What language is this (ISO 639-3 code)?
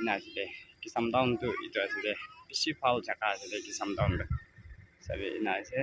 nag